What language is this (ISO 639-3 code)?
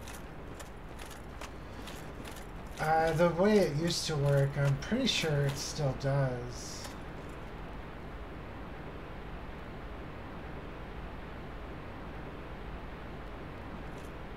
eng